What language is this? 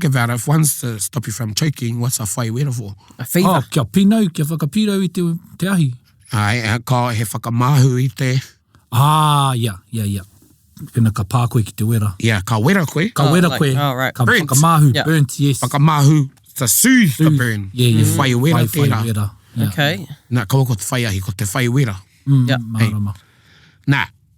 Māori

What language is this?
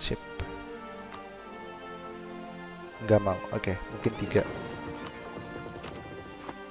Indonesian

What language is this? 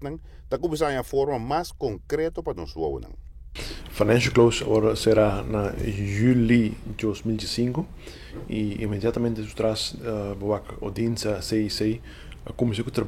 Papiamento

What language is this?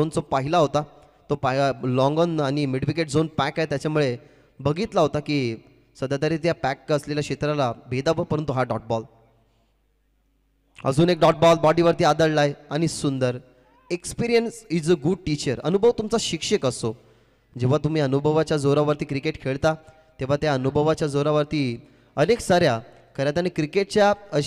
Marathi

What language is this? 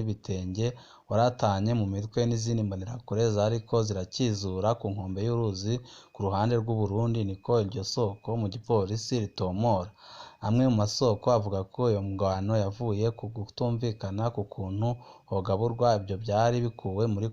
Rundi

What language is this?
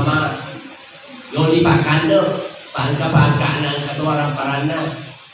Buginese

